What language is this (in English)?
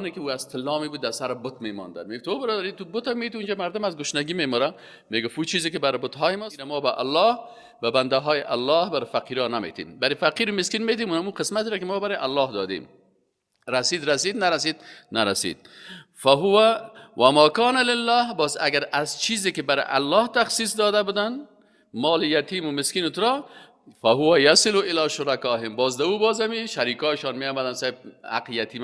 Persian